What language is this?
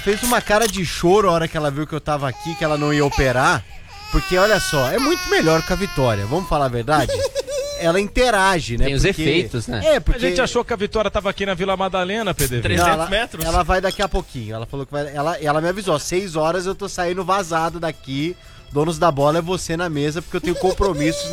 Portuguese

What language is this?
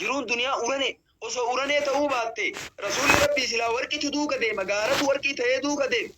Oromo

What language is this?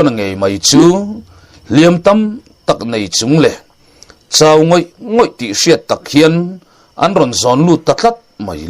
Mizo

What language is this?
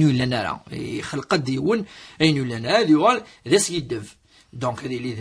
Kabyle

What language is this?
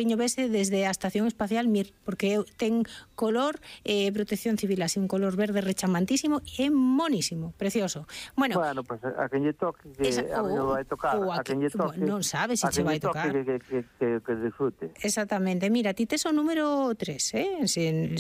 Galician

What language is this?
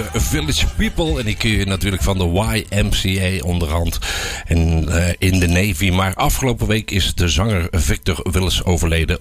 Dutch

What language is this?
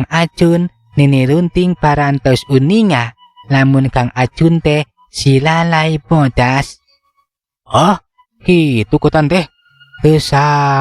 Sundanese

